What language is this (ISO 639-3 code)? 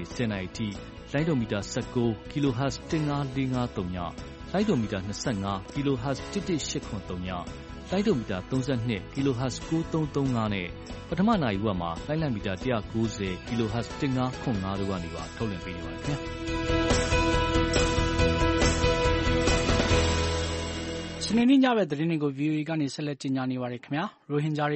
mya